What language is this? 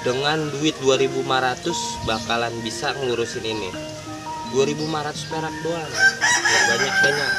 Betawi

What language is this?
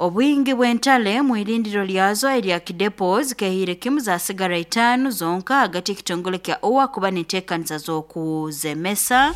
Nyoro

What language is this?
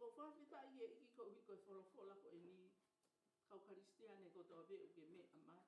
Tongan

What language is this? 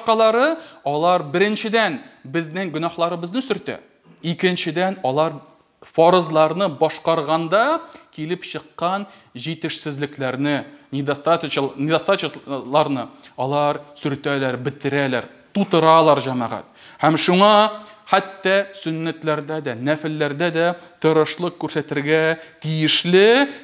Tatar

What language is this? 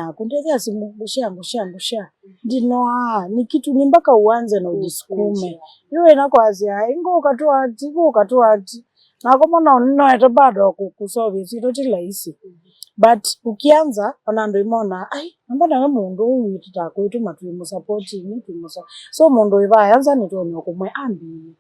Kamba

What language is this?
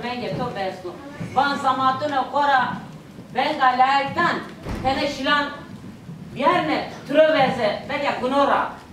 Zaza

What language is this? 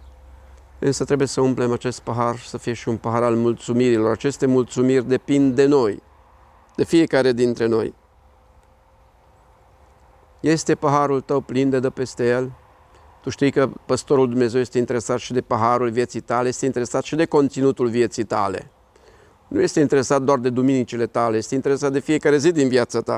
Romanian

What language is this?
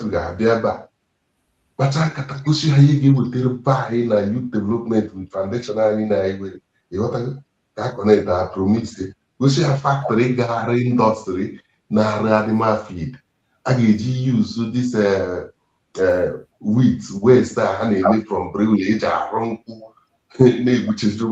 Igbo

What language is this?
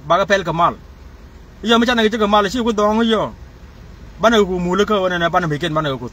Nuer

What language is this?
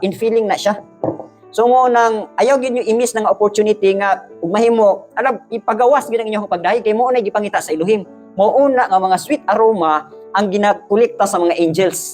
Cebuano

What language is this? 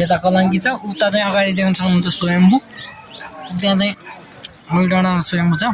Nepali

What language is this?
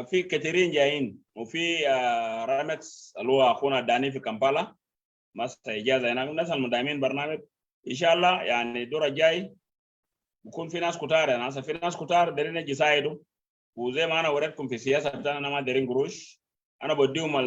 Sudanese Arabic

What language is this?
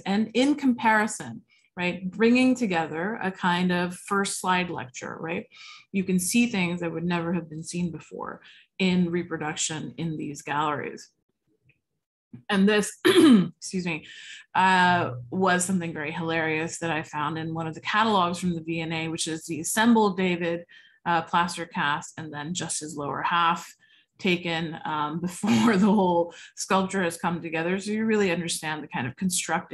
English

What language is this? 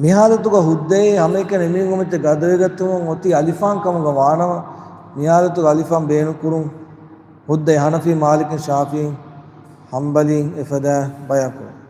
Divehi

